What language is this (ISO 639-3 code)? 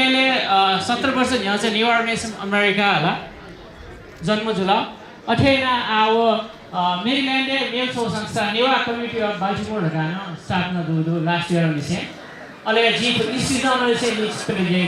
new